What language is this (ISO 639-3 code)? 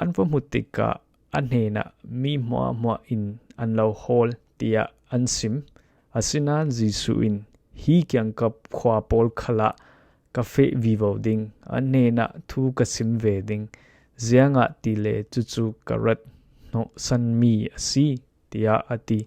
cfm